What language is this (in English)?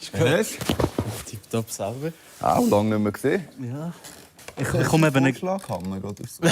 Swiss German